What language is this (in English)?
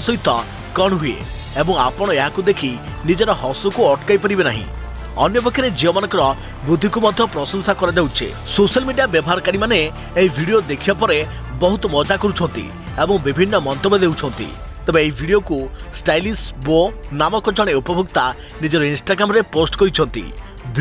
Odia